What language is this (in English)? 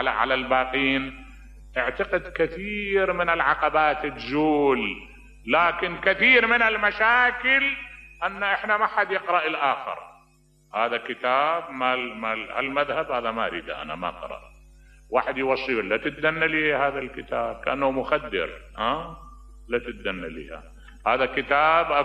Mesopotamian Arabic